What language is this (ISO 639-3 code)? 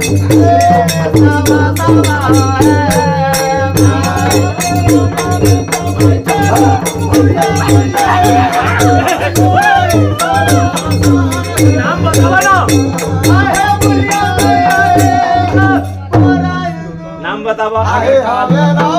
bho